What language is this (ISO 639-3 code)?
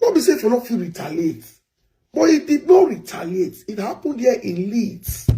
pcm